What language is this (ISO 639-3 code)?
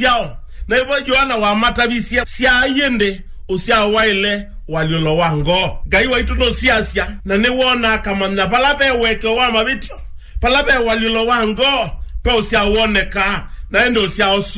kam